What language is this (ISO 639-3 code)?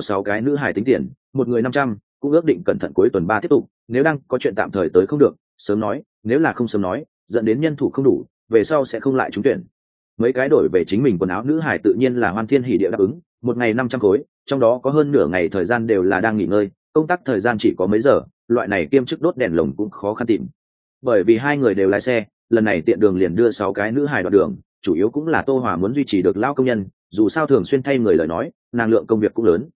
vie